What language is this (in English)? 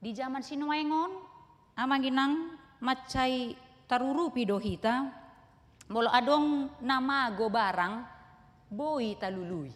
Batak Toba